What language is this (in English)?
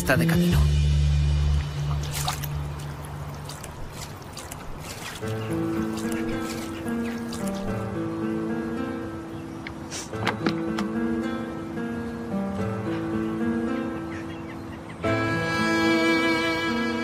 Spanish